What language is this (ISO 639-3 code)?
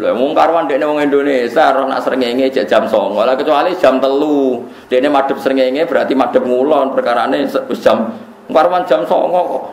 jav